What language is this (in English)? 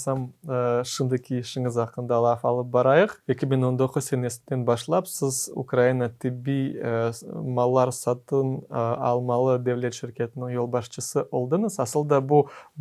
Crimean Tatar